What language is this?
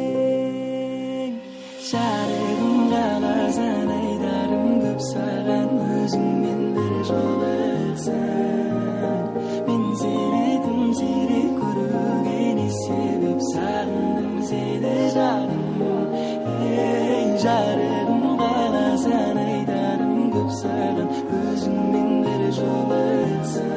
Kara-Kalpak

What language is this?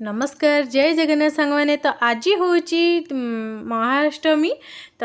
Odia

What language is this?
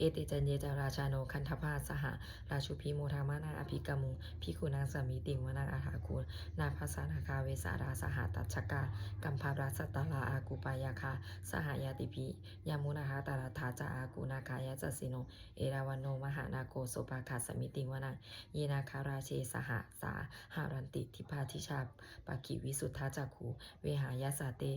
Pali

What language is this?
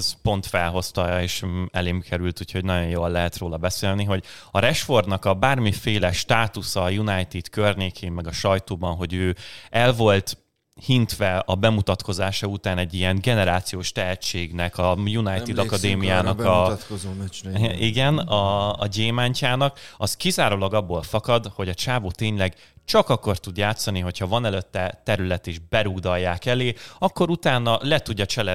Hungarian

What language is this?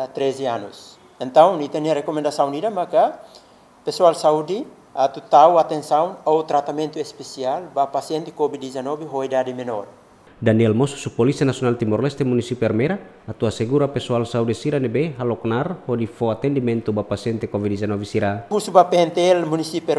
Tetum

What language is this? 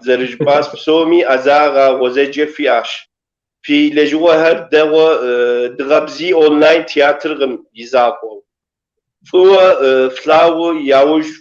Kabardian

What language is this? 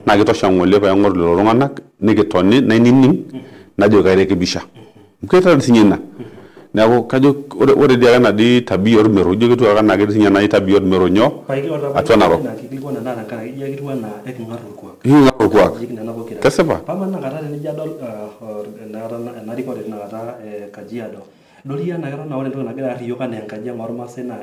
Masai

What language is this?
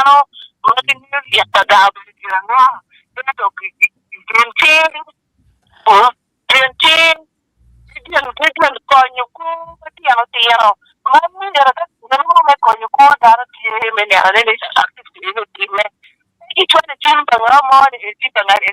Acoli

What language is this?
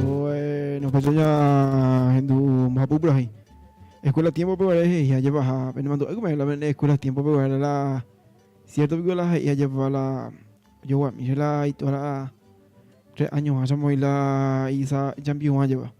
Guarani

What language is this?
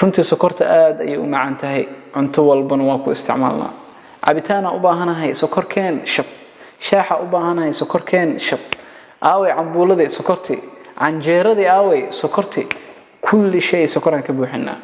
Somali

